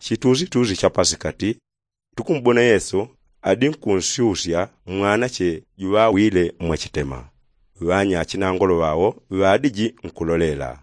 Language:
Yao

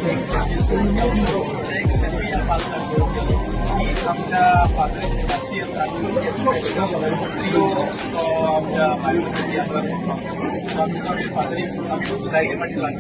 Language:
Konkani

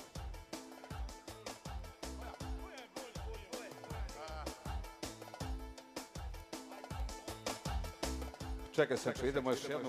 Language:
Croatian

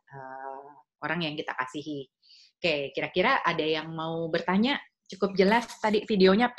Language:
Indonesian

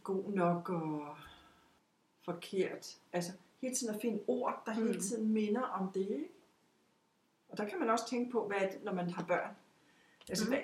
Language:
Danish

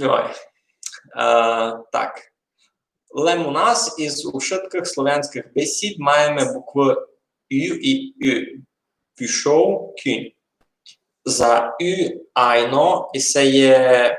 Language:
Rusyn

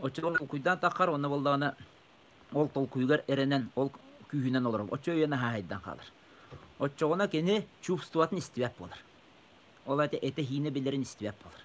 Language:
Yakut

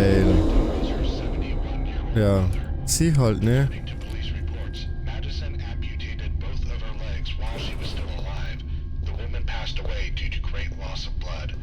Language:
Bavarian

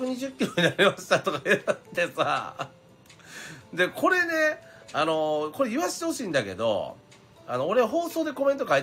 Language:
Japanese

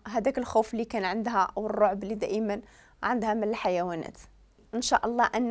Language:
Moroccan Arabic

